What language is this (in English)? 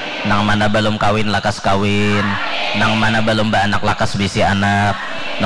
Banjar